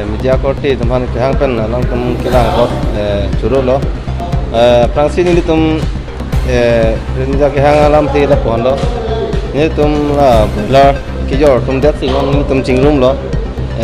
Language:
Karbi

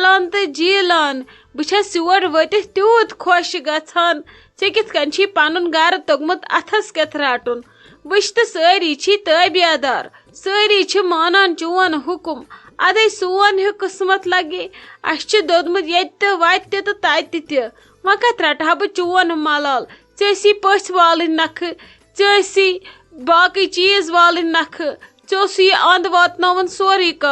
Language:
Kashmiri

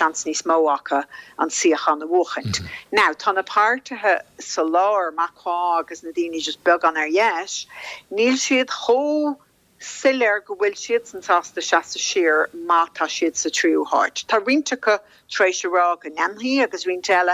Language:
Irish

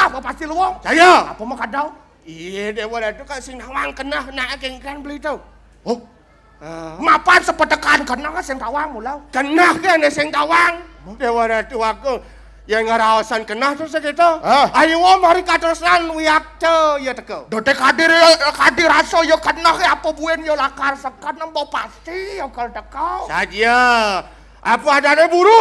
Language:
Balinese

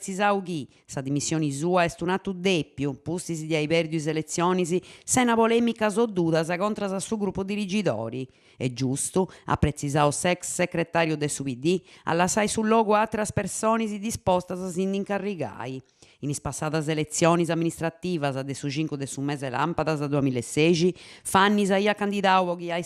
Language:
Sardinian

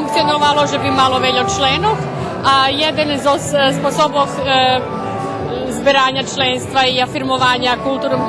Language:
Rusyn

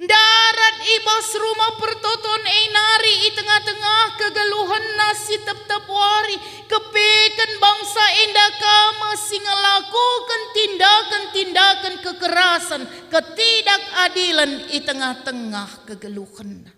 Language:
Batak Karo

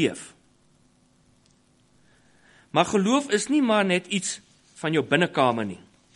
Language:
Afrikaans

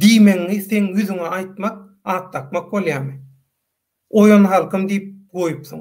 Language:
Turkmen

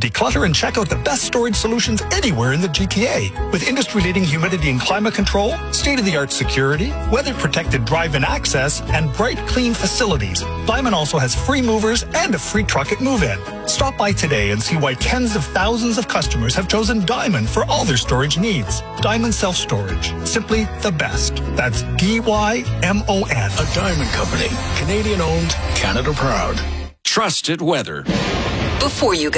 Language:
English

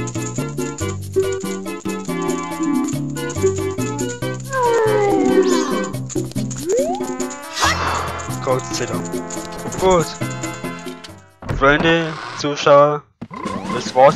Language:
German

